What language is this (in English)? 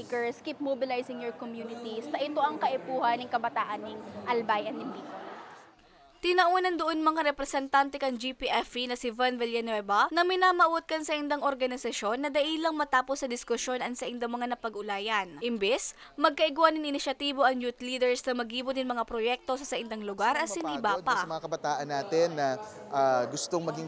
Bikol